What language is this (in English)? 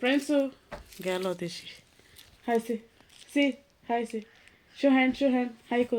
Konkani